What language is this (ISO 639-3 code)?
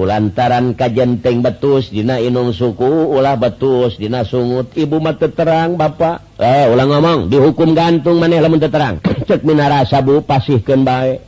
sun